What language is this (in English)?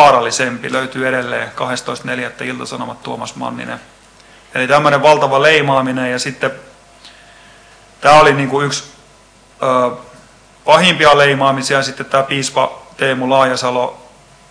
Finnish